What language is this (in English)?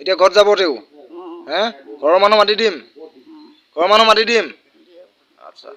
Assamese